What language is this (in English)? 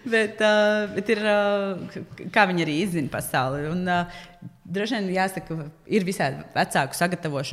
Latvian